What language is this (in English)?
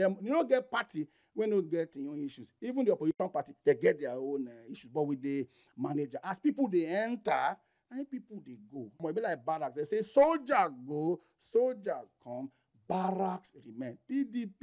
Nigerian Pidgin